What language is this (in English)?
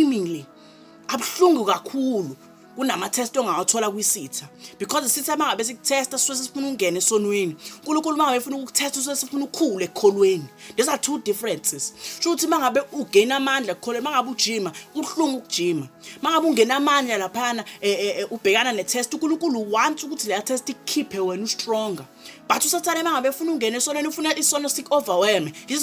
Zulu